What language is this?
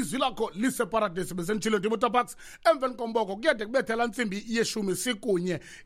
Xhosa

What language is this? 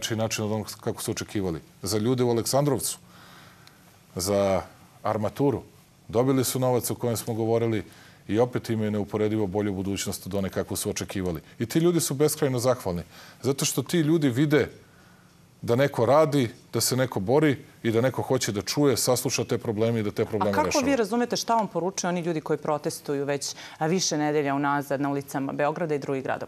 Serbian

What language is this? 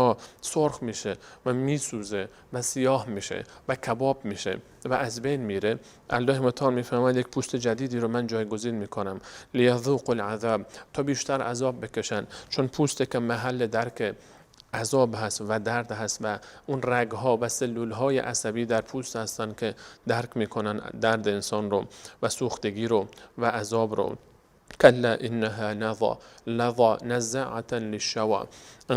Persian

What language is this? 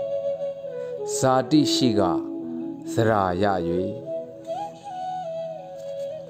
Burmese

